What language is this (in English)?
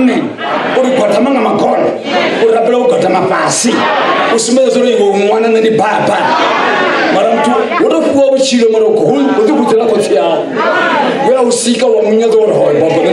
Venda